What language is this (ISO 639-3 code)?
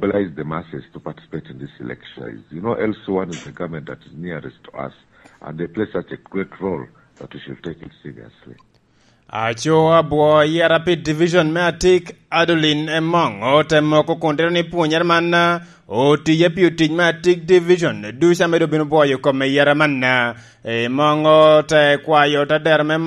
laj